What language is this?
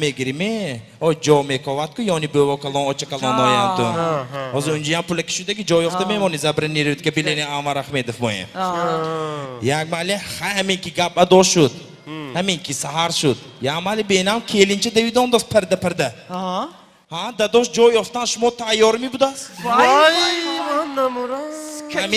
Tajik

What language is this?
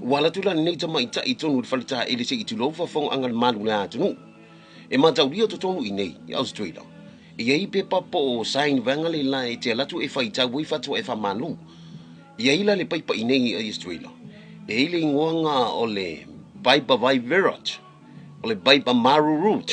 Samoan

